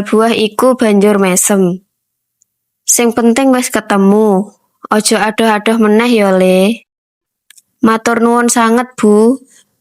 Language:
Javanese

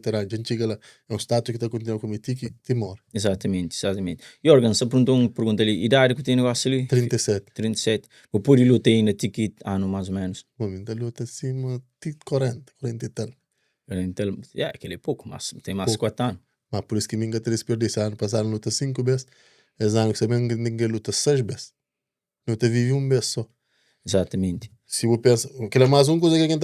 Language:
Kabuverdianu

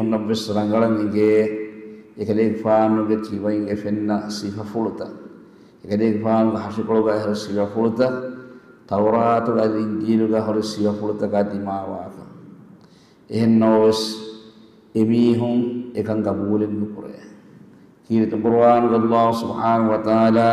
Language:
Divehi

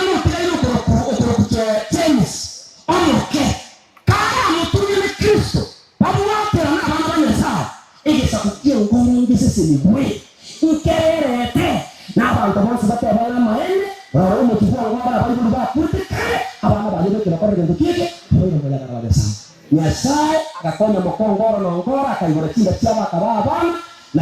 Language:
Gusii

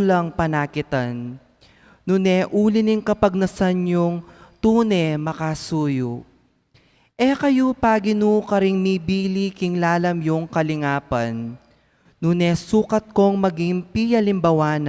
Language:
Pampanga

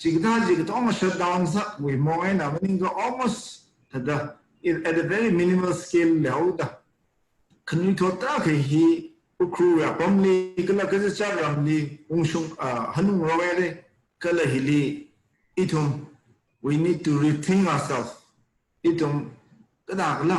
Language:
Tangkhul Naga (India)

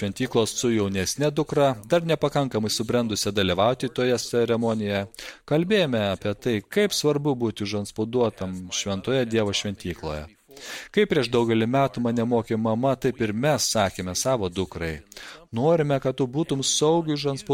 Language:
Lithuanian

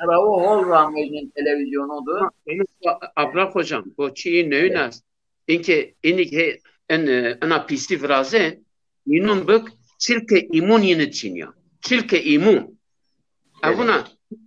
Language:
Zaza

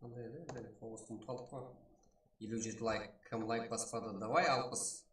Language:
Kara-Kalpak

